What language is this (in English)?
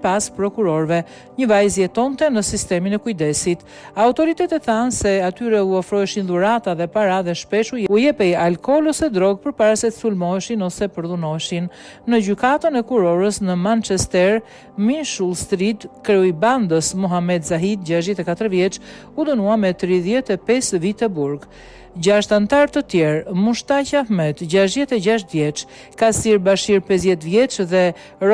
Albanian